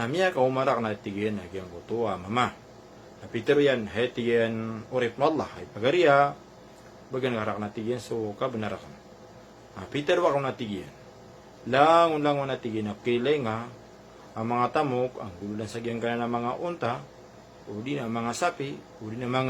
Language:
Maranao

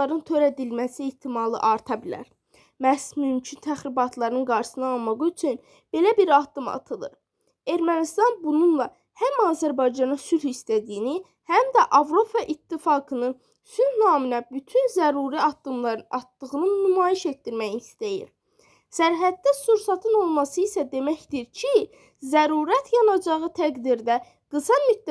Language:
Azerbaijani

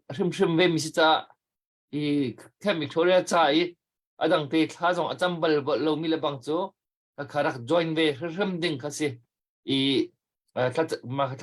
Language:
Hakha Chin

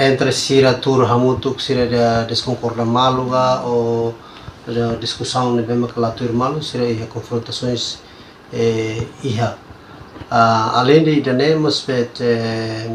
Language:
Tetum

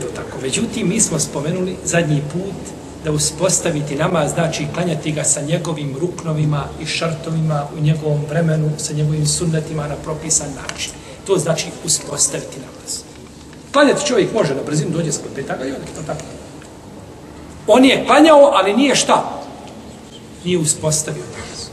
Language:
Bosnian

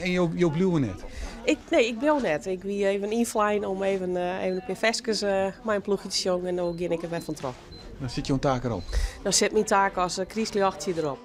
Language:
Western Frisian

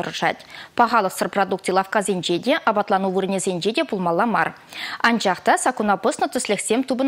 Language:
Chuvash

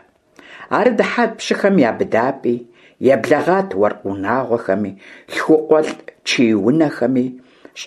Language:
Kabardian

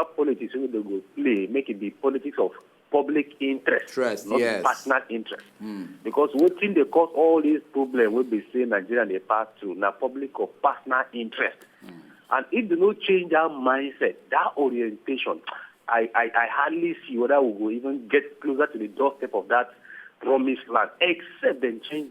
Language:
Nigerian Pidgin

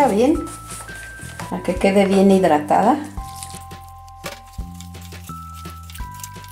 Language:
Spanish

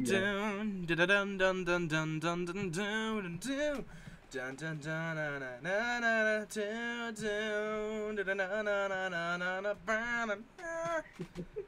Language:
English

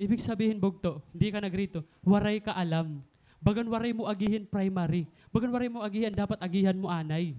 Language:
Waray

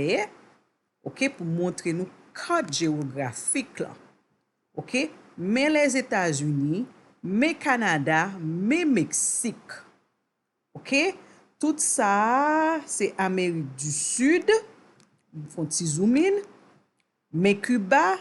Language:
Haitian Creole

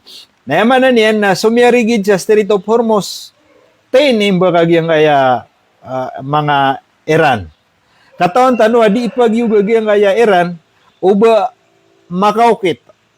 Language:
Maranao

